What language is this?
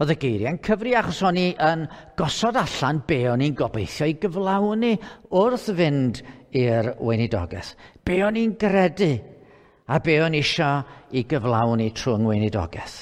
Welsh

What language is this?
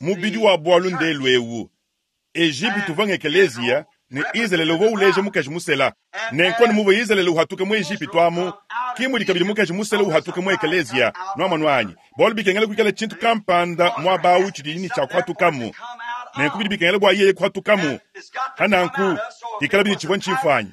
Luba-Lulua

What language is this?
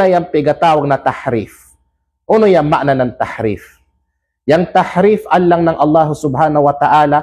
Kalagan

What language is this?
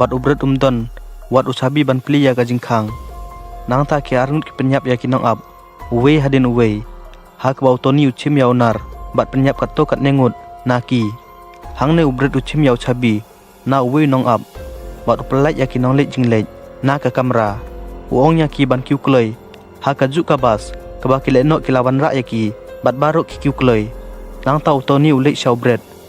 Khasi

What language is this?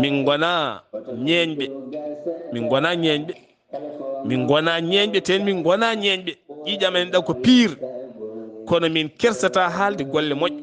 Fula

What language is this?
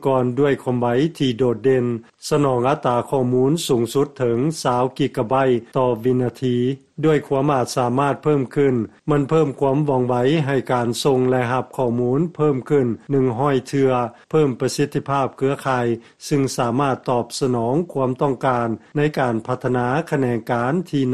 Lao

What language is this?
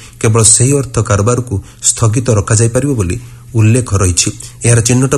Odia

